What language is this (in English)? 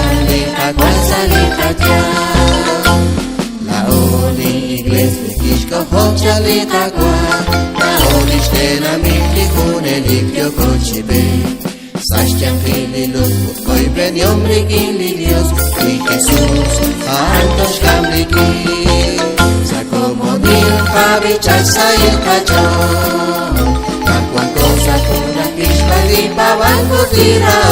Kekchí